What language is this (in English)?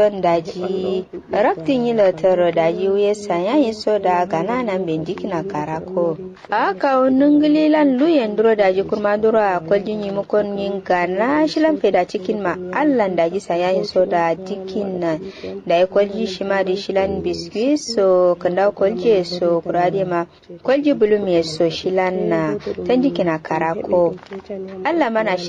Kanuri